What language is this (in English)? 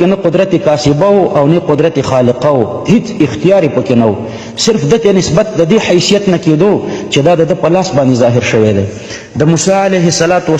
Pashto